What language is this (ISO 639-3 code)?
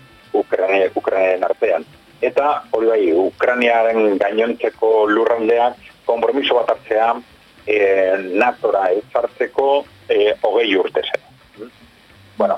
eus